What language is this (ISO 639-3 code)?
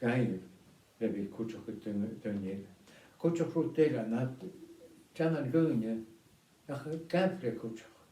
gla